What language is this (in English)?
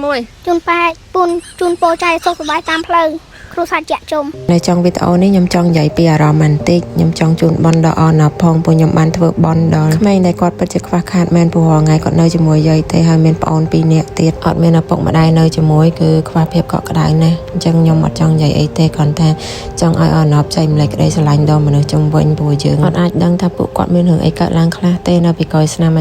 Khmer